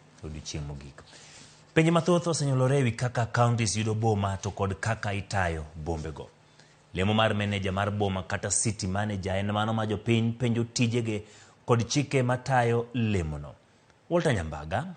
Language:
Luo (Kenya and Tanzania)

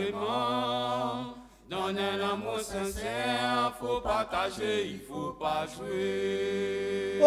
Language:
Réunion Creole French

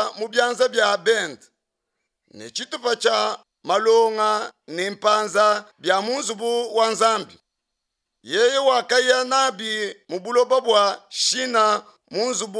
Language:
Luba-Lulua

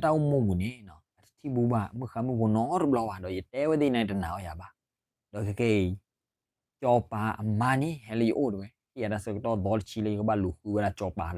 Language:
S'gaw Karen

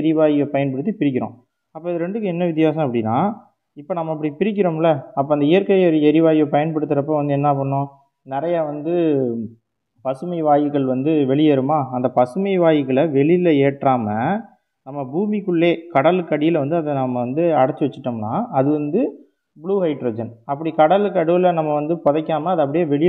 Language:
Tamil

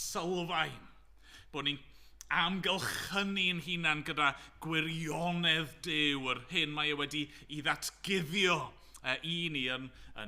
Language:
Welsh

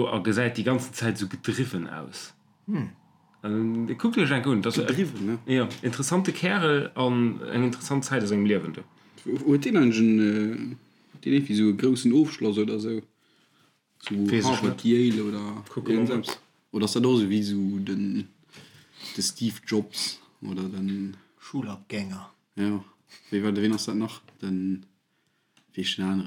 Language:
Luxembourgish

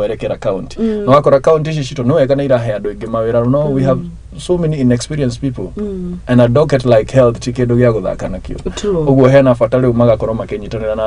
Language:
Kikuyu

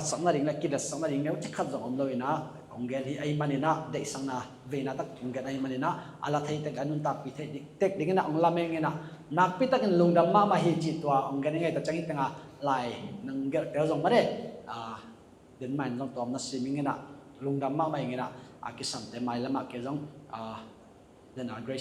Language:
Tedim Chin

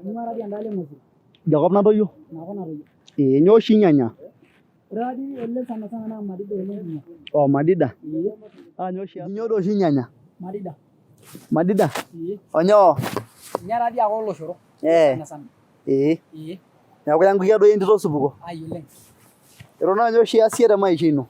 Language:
Masai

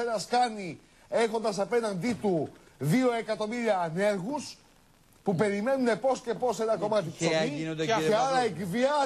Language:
Greek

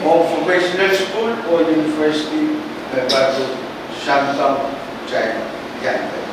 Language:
Pohnpeian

